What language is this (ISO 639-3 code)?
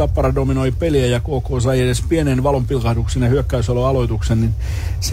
fin